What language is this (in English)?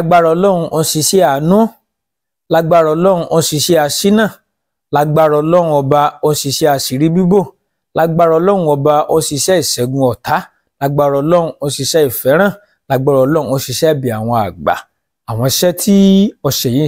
Yoruba